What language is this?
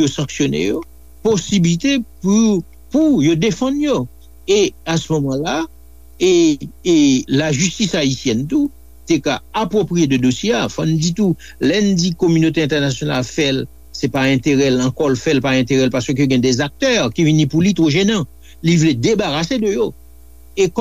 Haitian Creole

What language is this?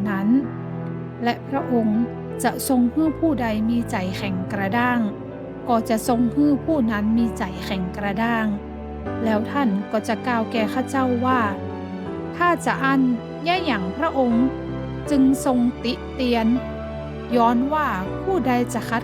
Northern Thai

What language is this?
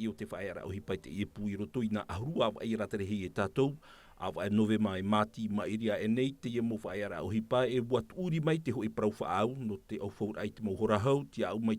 Tahitian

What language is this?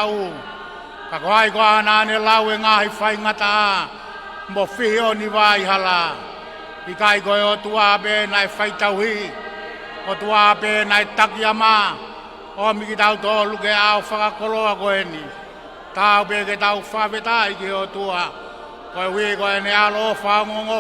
Tongan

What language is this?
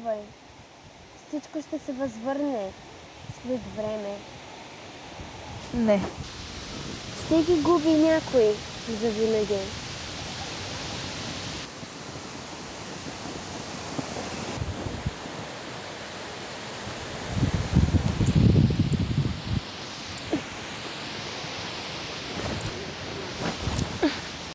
Bulgarian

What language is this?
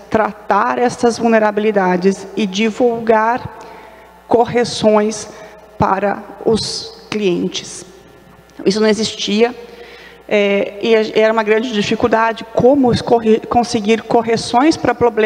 Portuguese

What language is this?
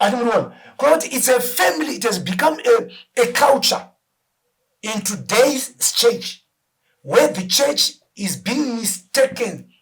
Shona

